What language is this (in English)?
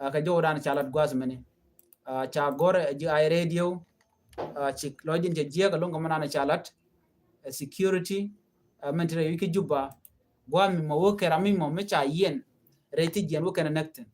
Nuer